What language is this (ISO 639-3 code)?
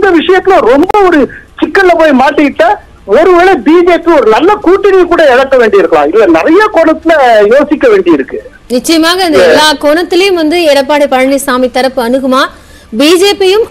tam